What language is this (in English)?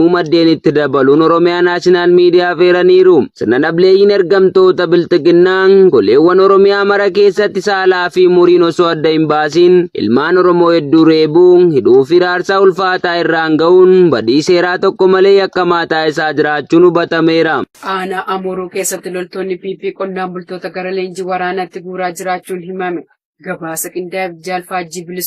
Oromo